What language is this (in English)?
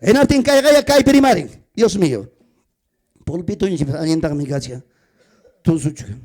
Ayacucho Quechua